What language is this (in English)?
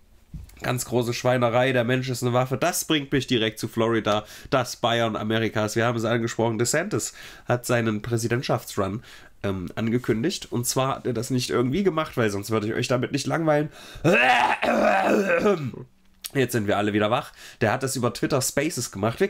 German